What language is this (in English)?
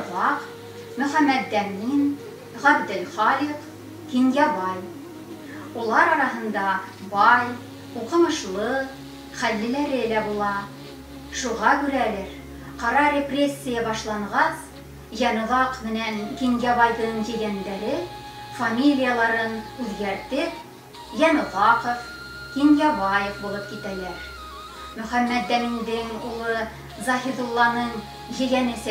Bashkir